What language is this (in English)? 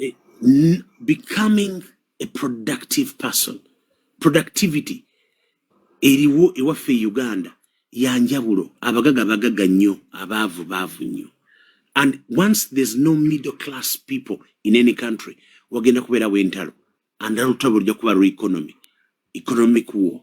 Ganda